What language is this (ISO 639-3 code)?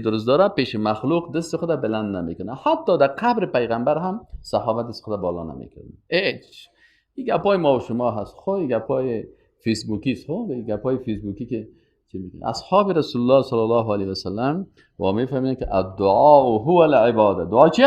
fas